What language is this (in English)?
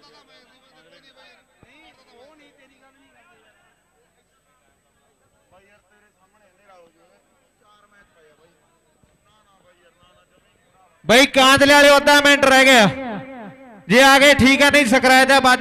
Punjabi